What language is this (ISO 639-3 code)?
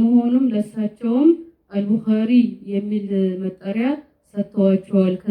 amh